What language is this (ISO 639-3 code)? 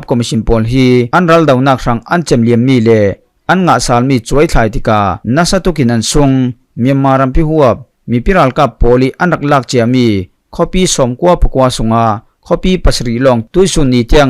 cfm